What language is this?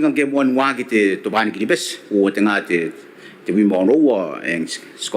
Gilbertese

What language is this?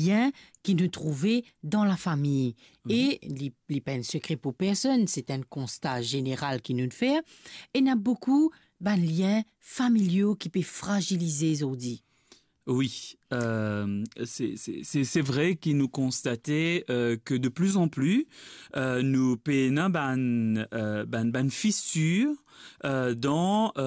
Morisyen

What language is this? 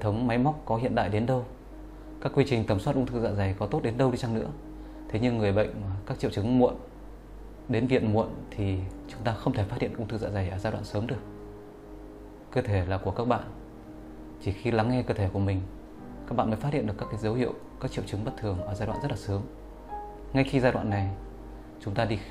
Vietnamese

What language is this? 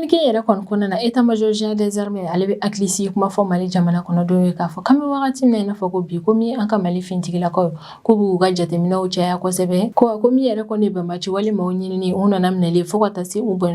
Bambara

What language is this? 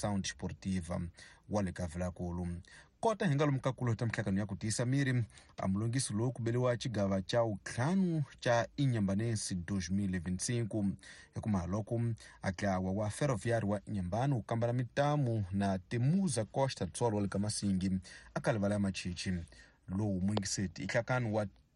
Tsonga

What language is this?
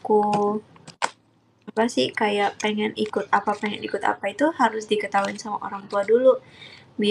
Indonesian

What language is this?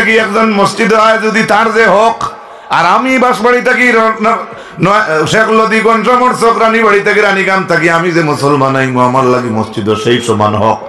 Sylheti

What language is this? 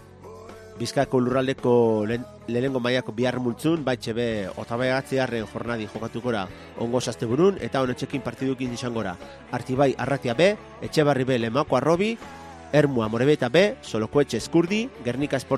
Basque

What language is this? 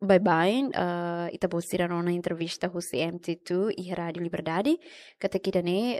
Tetum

